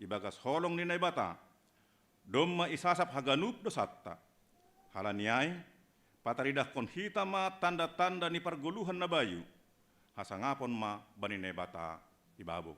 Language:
Batak Simalungun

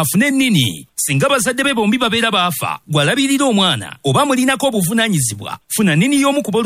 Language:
Ganda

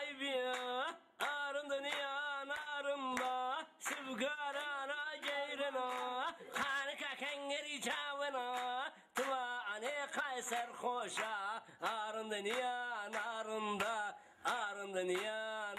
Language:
Zaza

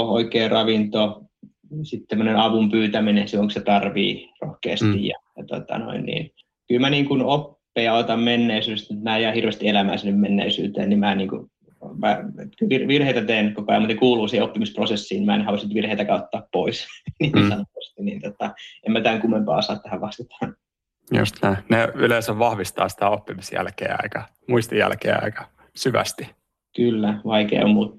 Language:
Finnish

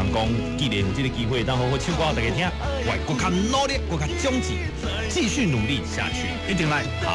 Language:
Min Nan Chinese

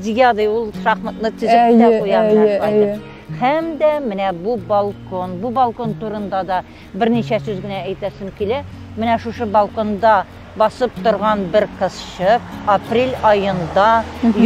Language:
Tatar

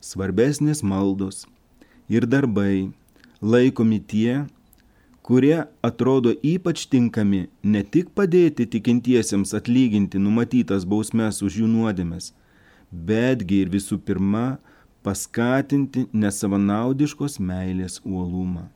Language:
Lithuanian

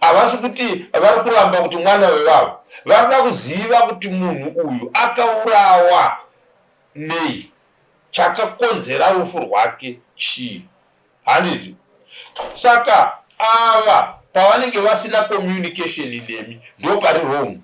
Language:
Shona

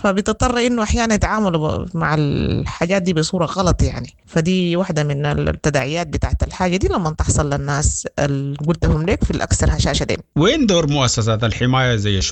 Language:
Sudanese Arabic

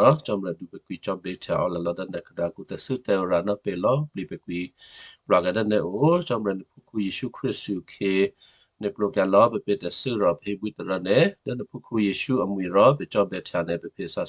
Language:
Western Kayah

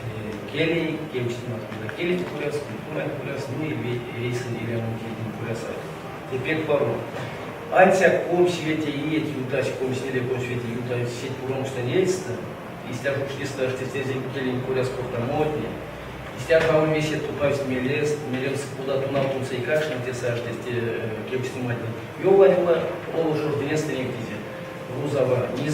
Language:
Erzya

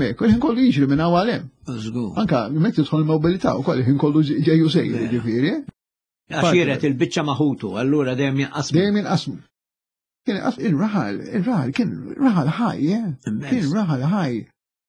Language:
Maltese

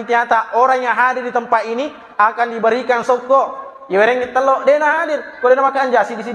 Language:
Buginese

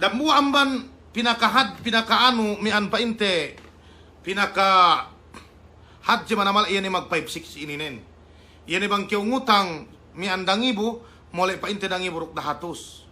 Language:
Yakan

